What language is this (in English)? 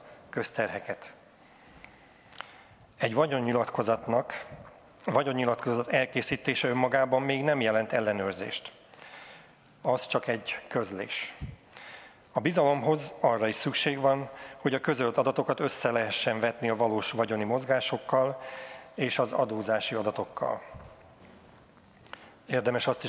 Hungarian